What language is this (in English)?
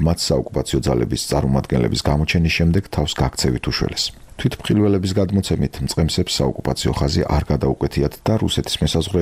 Georgian